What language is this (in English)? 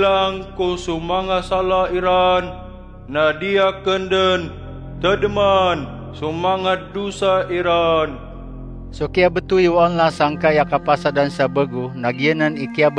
Maranao